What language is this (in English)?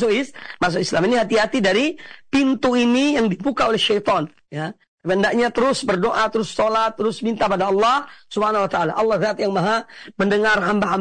Indonesian